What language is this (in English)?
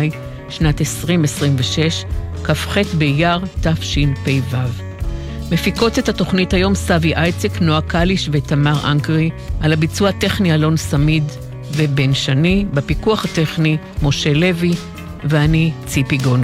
Hebrew